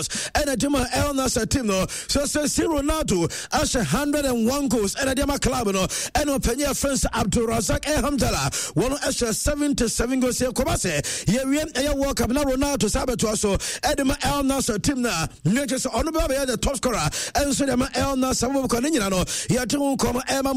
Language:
Akan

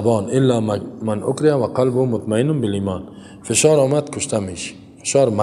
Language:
Persian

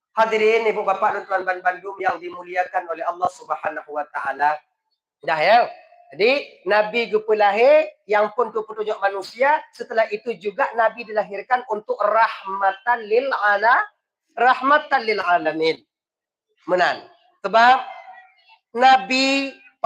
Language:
Achinese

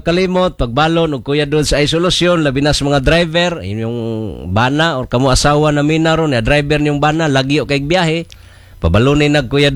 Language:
Cebuano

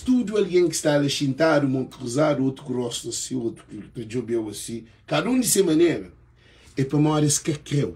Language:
Kabuverdianu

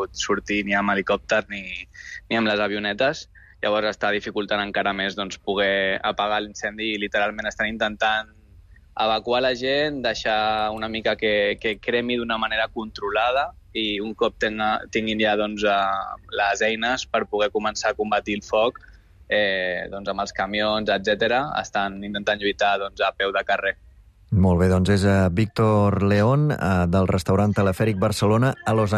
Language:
Catalan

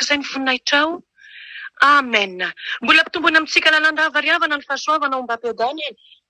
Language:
Malagasy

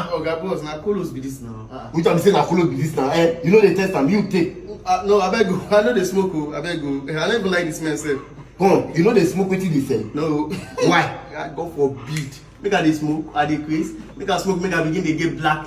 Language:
Nigerian Pidgin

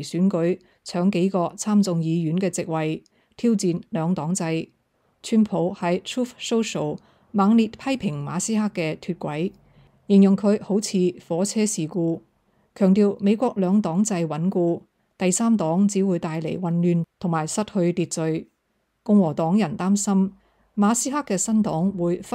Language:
Cantonese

